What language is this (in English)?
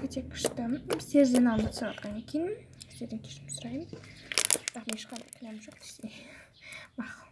Kazakh